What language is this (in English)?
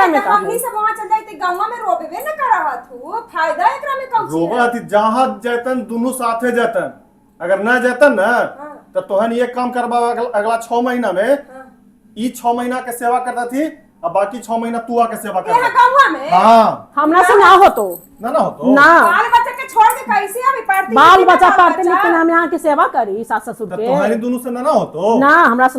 Magahi